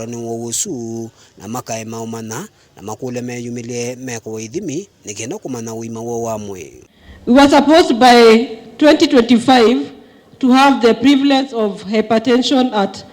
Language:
Kamba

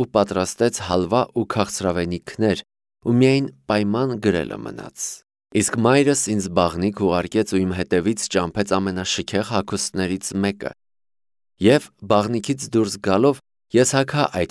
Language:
Armenian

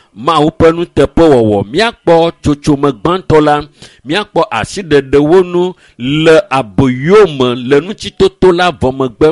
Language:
Ewe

